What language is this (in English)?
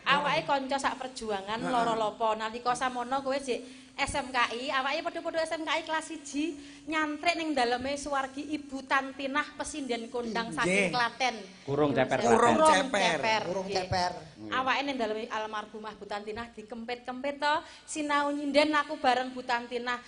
Javanese